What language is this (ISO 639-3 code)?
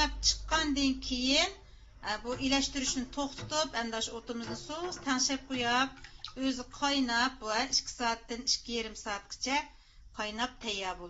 uig